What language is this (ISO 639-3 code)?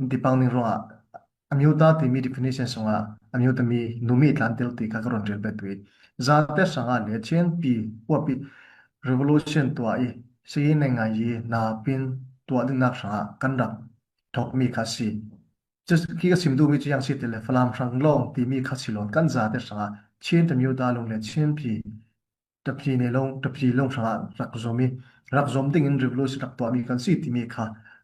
cnh